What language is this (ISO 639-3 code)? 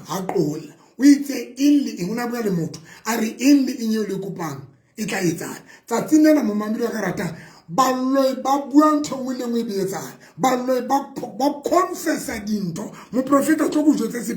sot